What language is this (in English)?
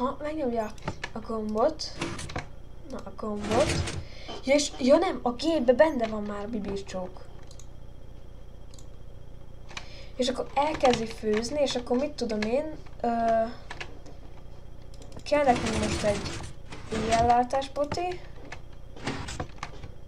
Hungarian